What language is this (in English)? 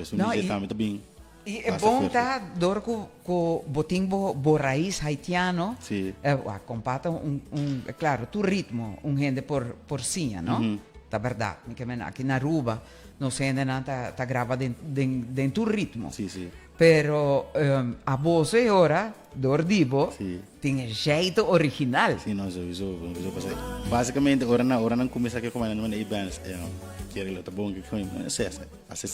Papiamento